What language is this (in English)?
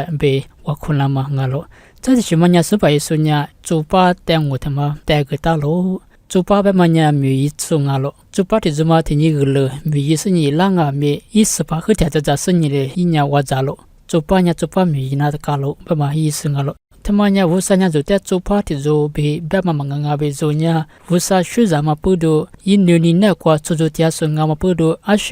Lisu